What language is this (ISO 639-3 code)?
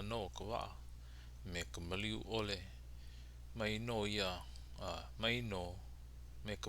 haw